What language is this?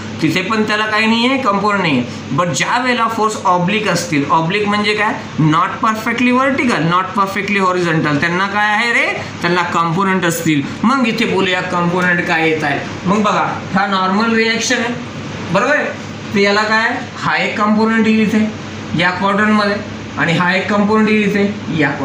Marathi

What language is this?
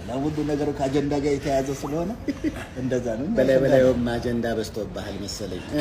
Amharic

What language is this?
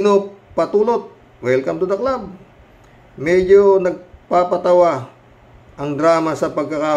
Filipino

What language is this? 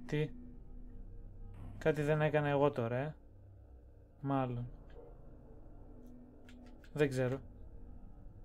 Greek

